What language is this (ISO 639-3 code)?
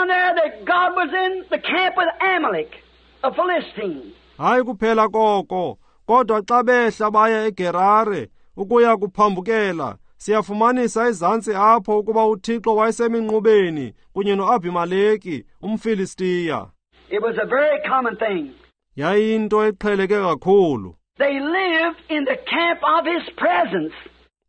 xho